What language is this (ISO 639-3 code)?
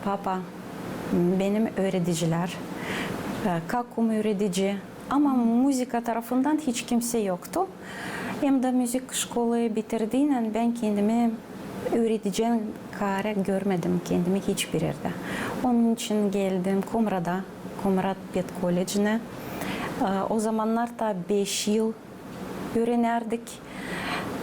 gag